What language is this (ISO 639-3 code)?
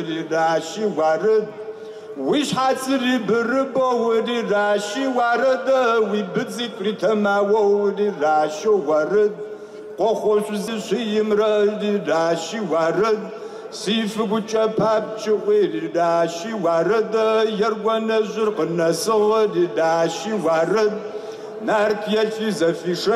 kbd